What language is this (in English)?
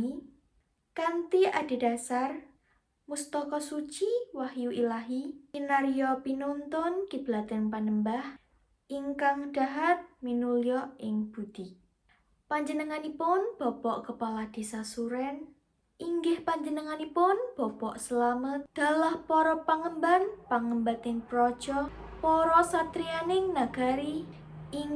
Javanese